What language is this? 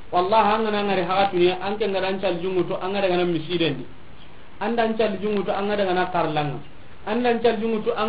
Soninke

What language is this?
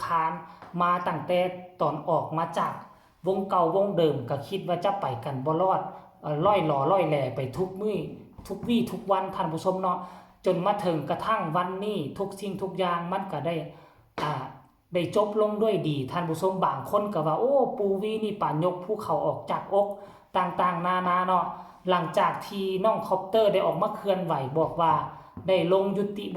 Northeastern Thai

